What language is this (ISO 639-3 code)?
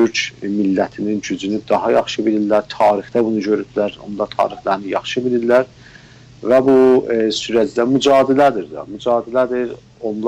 azb